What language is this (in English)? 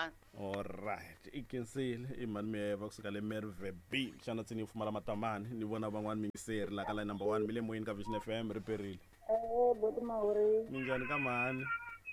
Tsonga